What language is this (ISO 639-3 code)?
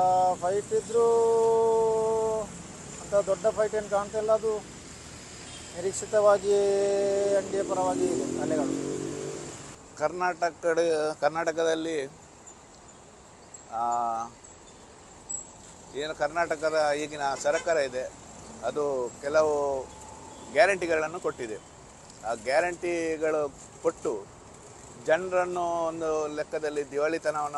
kan